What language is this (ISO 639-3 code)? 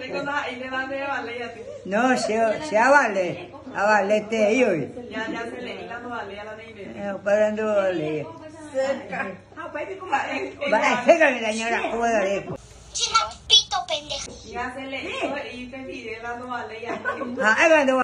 grn